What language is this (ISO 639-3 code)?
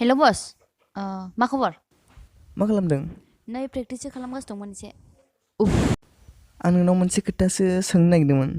brx